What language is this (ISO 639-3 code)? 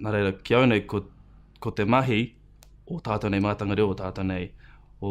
mri